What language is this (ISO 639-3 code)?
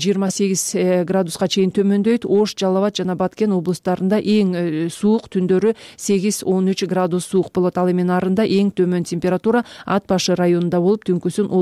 kir